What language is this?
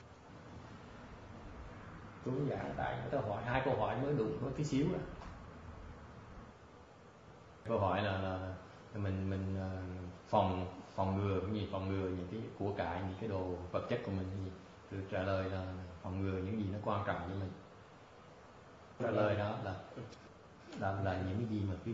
Vietnamese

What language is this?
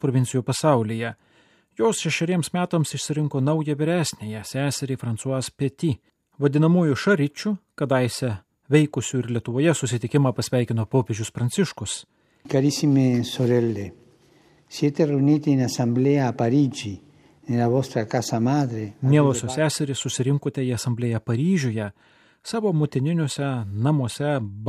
Lithuanian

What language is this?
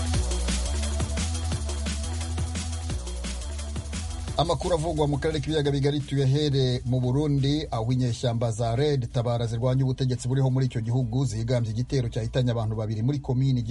Kinyarwanda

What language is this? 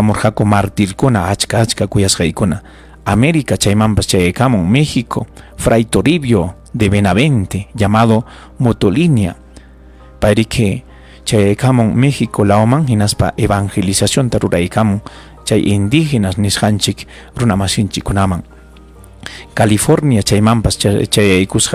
Ayacucho Quechua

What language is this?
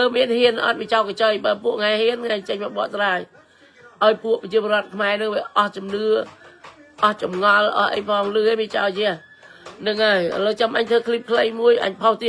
Khmer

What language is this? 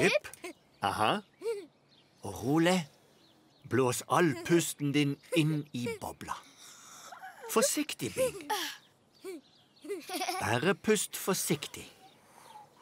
Norwegian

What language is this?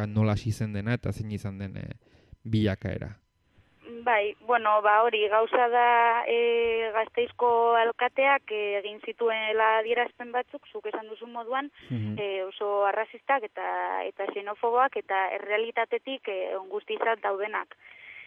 Basque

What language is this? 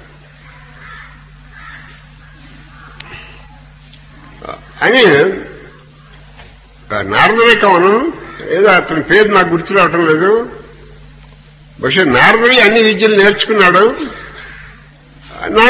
Telugu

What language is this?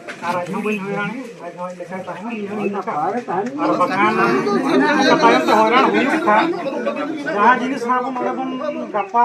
Santali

